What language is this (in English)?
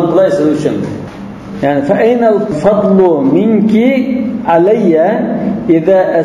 Uyghur